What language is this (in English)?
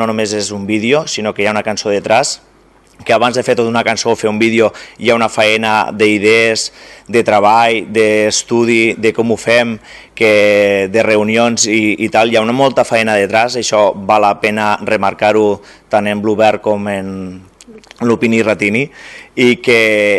Catalan